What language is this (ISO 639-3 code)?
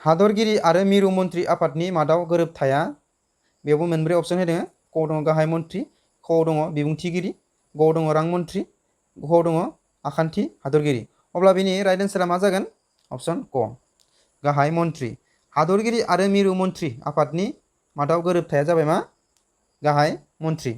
brx